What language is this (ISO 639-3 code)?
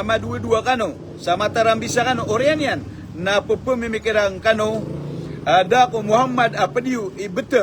mrw